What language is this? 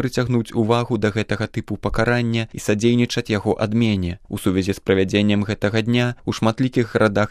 Belarusian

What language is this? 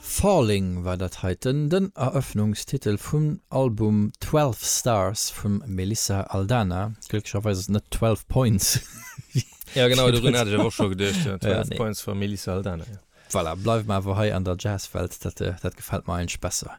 Luxembourgish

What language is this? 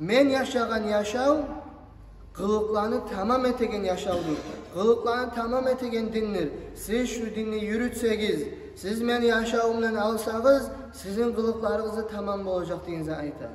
Kumyk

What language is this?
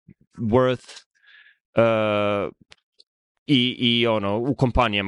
Serbian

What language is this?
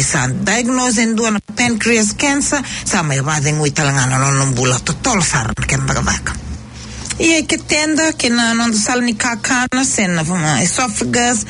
Fijian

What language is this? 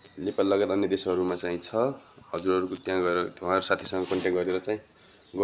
Nepali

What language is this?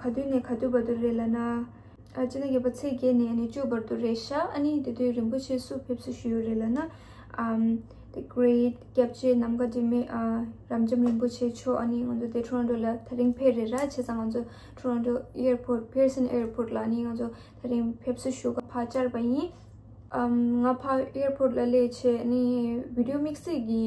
Tibetan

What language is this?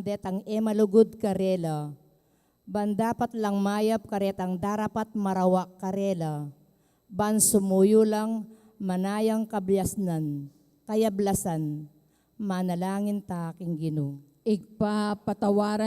Pampanga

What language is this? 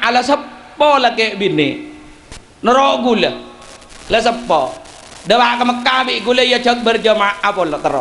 Madurese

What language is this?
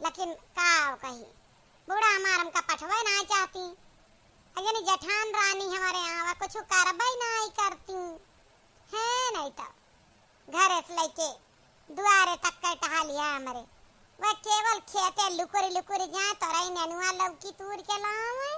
Awadhi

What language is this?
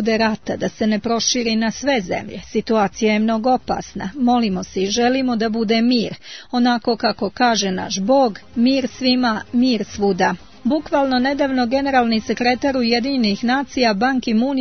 Serbian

